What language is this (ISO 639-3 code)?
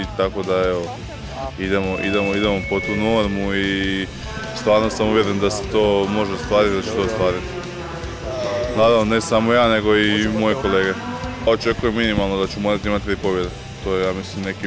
hrv